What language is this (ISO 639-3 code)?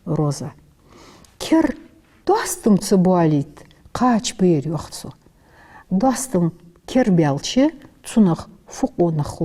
inh